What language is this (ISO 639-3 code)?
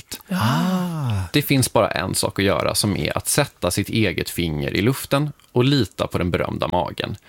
swe